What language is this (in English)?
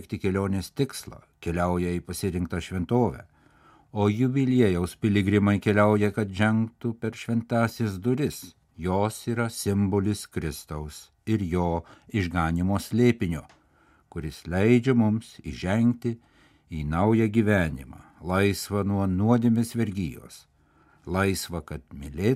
Lithuanian